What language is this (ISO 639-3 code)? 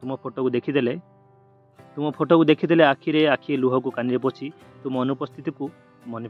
ori